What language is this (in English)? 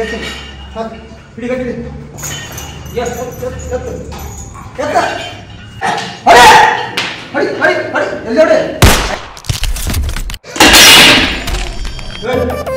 Kannada